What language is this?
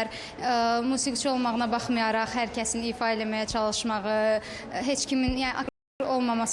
Azerbaijani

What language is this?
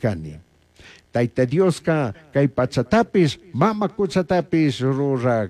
Chimborazo Highland Quichua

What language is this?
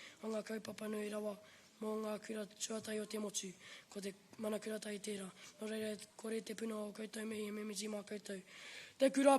Māori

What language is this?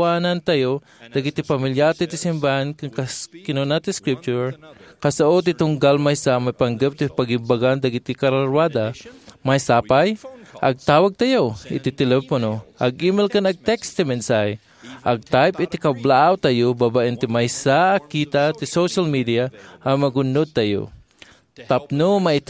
Iloko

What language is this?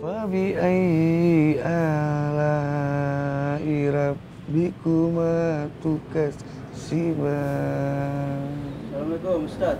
Makassar Malay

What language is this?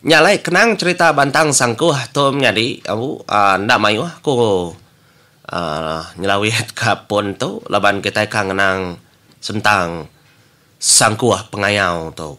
Iban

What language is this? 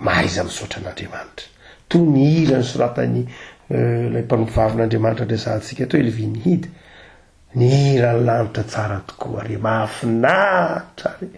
Malagasy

